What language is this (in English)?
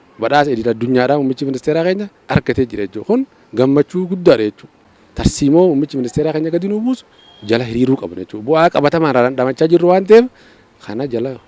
Oromo